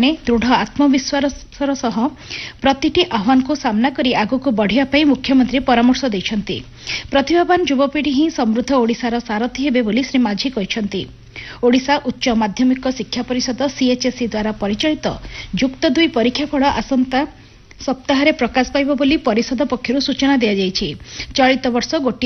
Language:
Odia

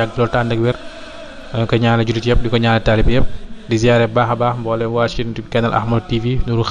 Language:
Wolof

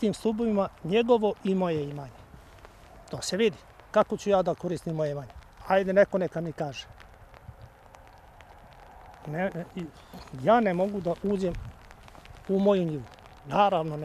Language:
Serbian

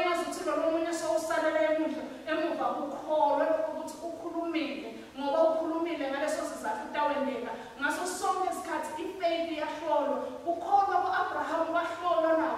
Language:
Swati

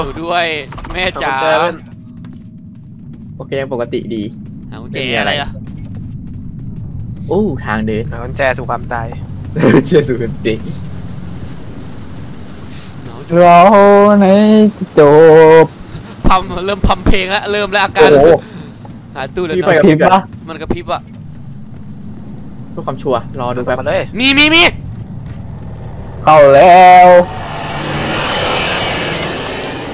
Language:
Thai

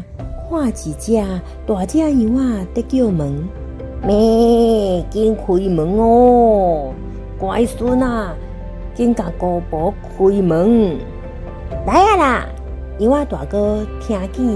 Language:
Min Nan Chinese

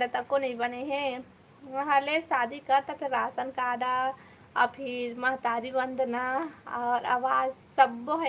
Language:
Chhattisgarhi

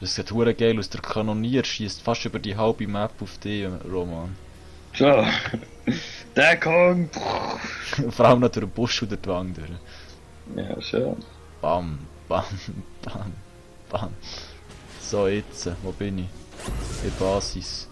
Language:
Swiss German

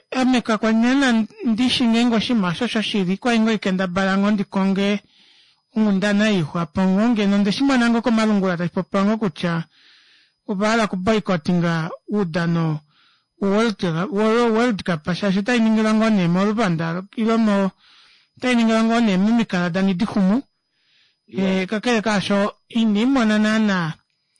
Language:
Kuanyama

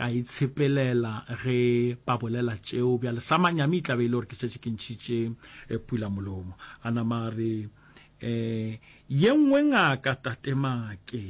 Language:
Northern Sotho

